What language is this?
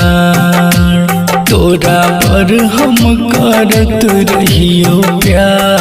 Bhojpuri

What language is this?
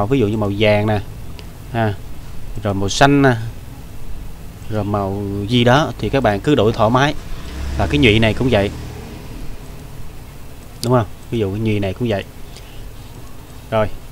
Vietnamese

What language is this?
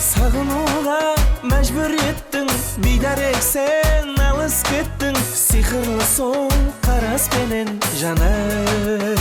Kara-Kalpak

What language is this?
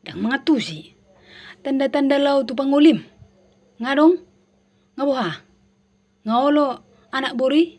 Batak Toba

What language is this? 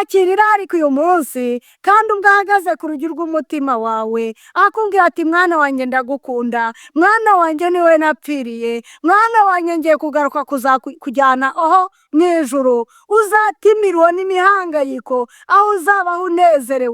Kinyarwanda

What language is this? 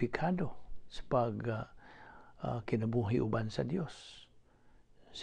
Cebuano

